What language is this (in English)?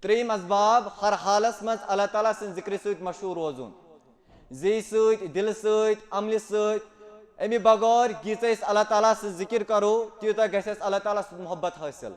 Kashmiri